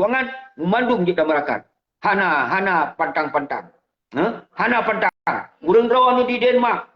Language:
Achinese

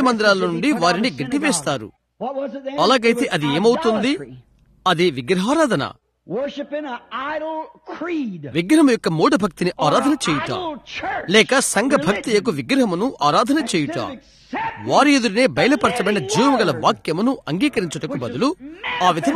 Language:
Telugu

